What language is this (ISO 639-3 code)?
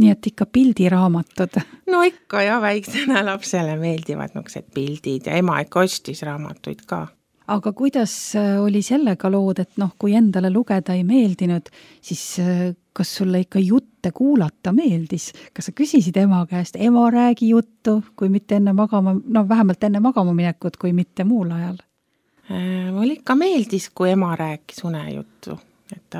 est